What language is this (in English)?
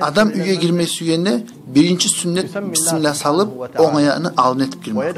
Kumyk